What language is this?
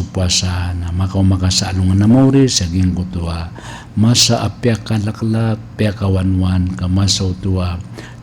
Maranao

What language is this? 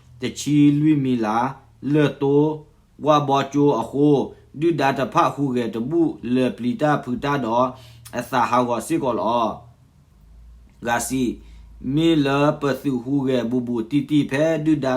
S'gaw Karen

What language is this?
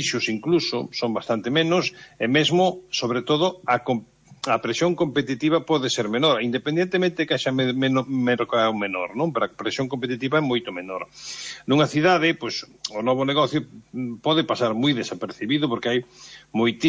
Galician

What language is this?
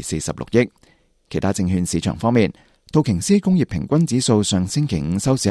Cantonese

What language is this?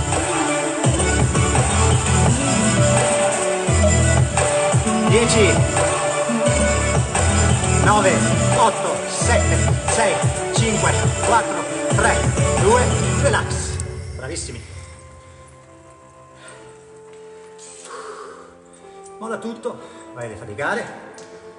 Italian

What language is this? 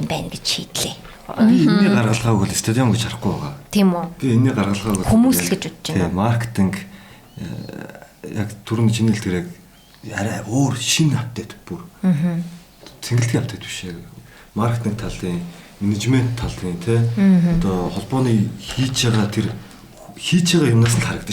Mongolian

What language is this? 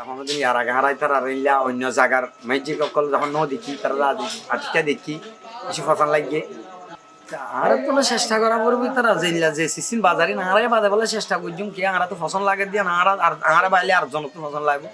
Rohingya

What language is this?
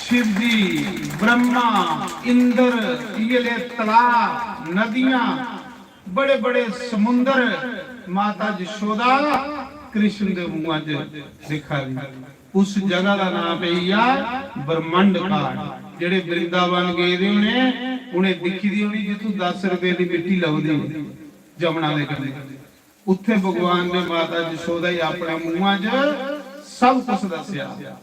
Dogri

